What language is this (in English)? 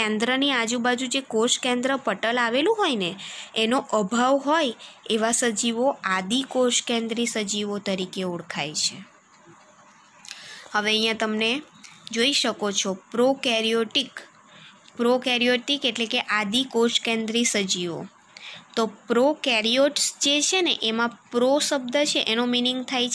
Gujarati